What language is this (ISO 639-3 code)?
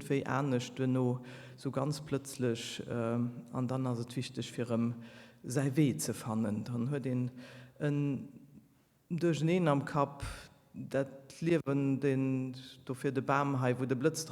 ltz